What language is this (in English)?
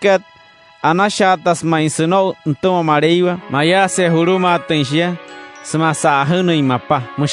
Wayuu